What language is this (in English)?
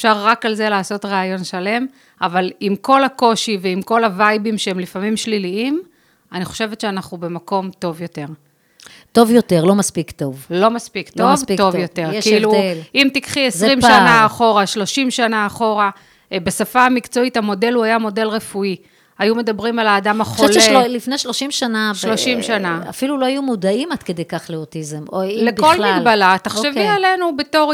Hebrew